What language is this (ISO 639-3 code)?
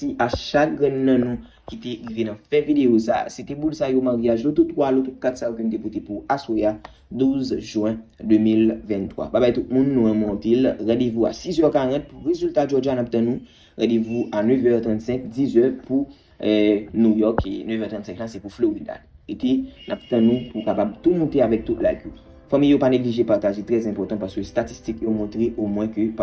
hat